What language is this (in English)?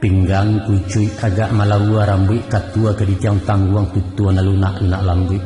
Minangkabau